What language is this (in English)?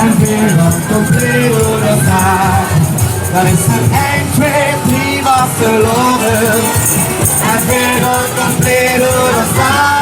Limburgish